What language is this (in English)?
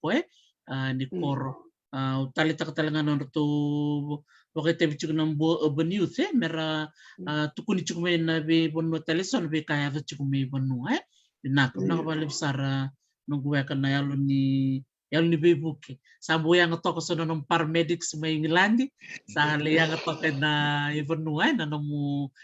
Fijian